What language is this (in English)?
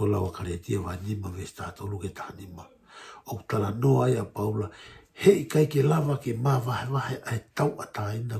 Tongan